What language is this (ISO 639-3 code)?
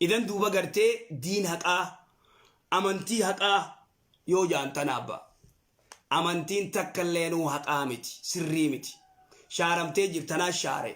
orm